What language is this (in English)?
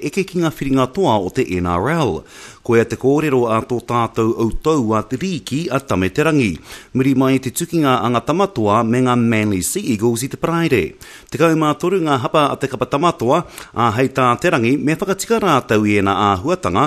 Māori